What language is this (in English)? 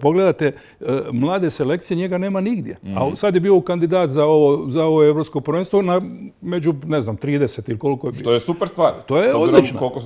Croatian